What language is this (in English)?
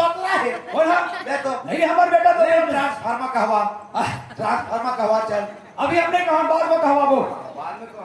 Chhattisgarhi